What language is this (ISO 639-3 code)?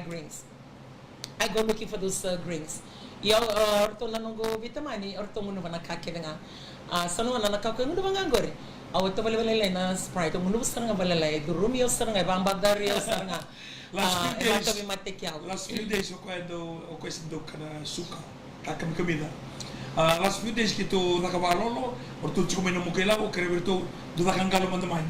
fij